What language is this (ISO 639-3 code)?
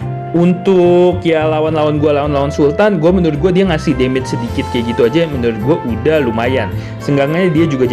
ind